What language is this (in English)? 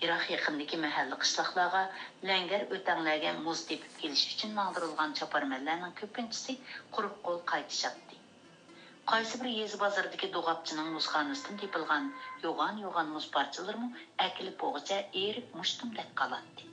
Uyghur